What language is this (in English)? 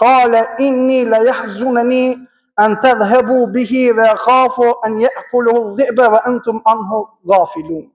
Albanian